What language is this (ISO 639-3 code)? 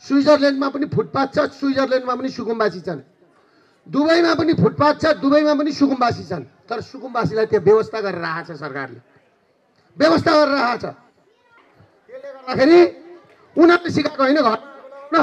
nep